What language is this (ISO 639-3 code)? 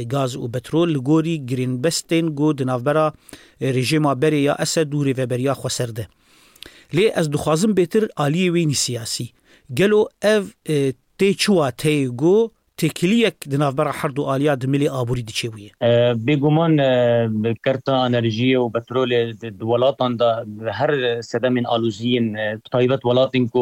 kur